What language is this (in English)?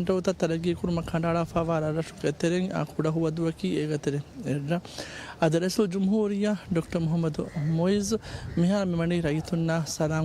Divehi